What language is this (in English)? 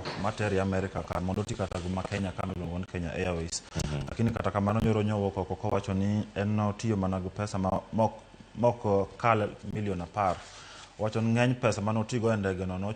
Luo (Kenya and Tanzania)